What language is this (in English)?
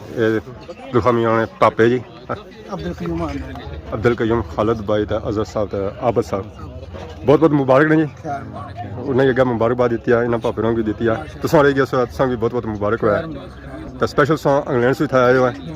Pahari-Potwari